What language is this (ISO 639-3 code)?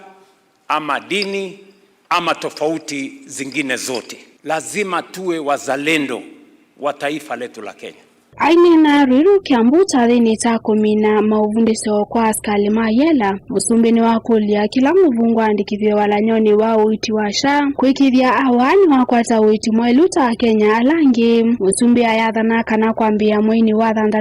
kam